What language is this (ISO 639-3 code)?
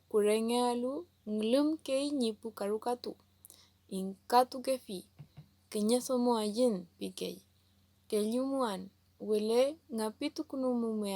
arn